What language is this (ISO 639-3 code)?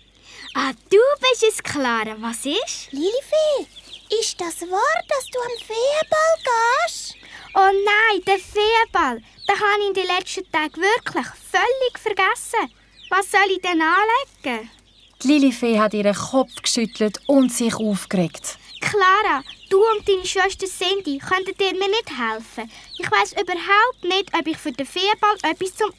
gsw